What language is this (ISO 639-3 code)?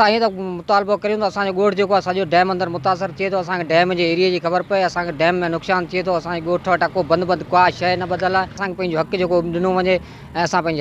snd